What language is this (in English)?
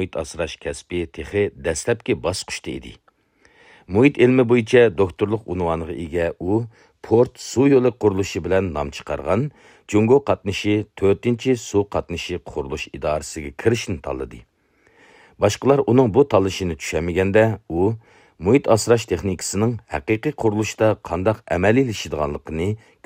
Uyghur